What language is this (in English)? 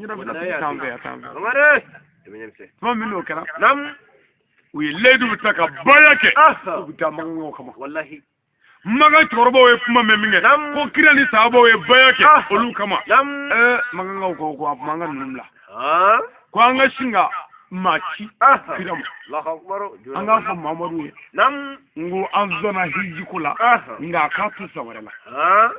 Bambara